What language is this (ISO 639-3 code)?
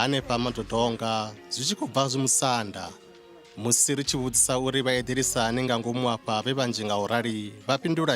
ven